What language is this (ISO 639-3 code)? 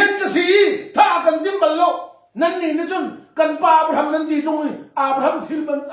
cnh